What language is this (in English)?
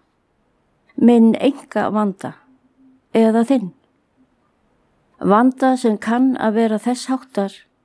Icelandic